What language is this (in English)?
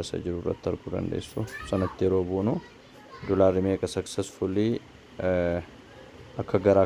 Oromo